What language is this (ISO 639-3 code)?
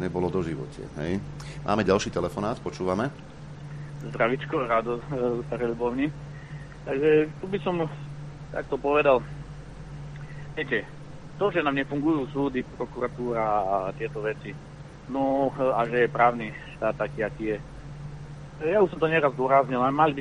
slk